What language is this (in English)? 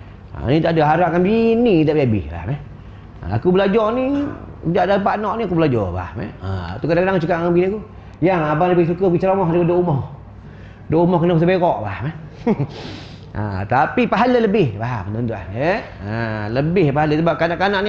Malay